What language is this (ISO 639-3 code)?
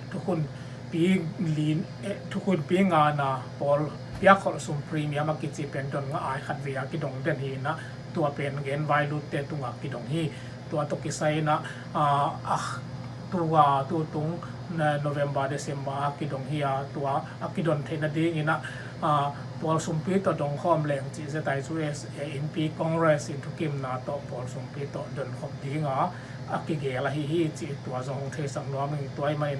ctd